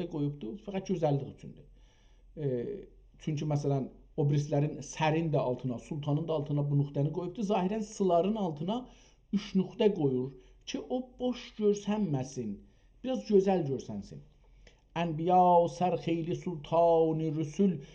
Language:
South Azerbaijani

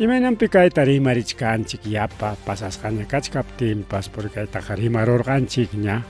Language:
Ayacucho Quechua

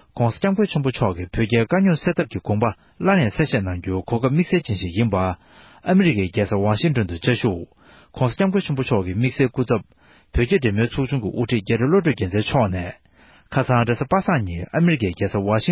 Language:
Tibetan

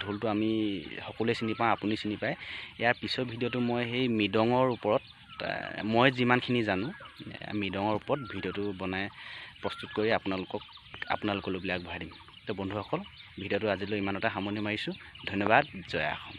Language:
Assamese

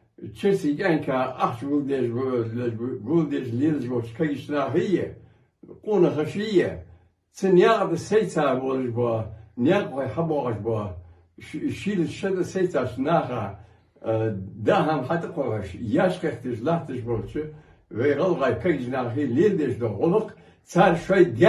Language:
Ingush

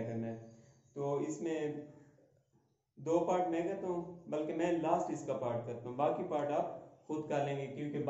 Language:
Hindi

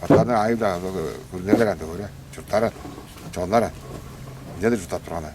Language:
Tuvinian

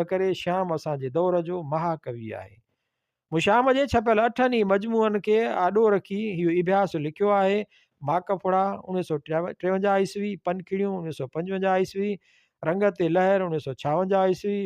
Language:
Sindhi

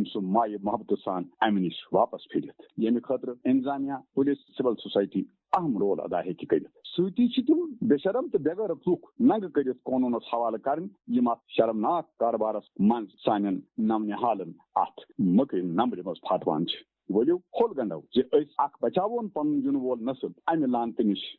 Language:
Kashmiri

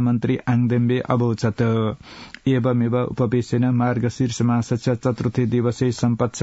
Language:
Sanskrit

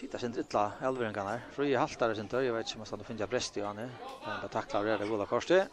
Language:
Faroese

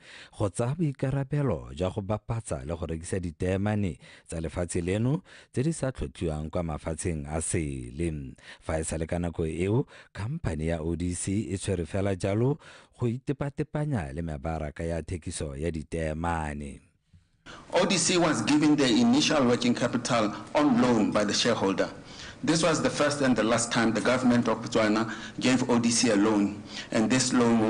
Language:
Tswana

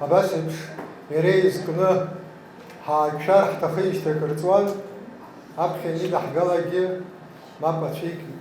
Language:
Abkhazian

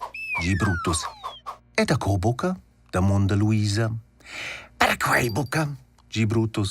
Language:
Romansh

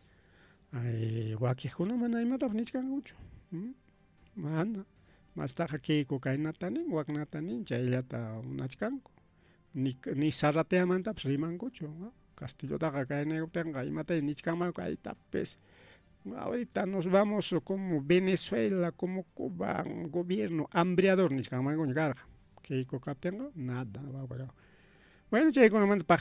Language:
Ayacucho Quechua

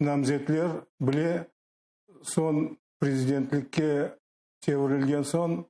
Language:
Crimean Tatar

